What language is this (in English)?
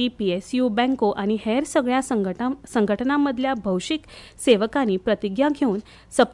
Konkani